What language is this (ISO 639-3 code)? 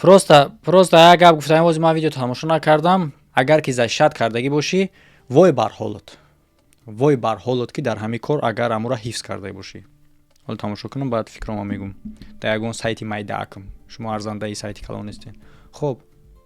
tgk